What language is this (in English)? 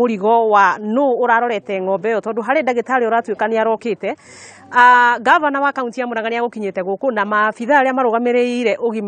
Kikuyu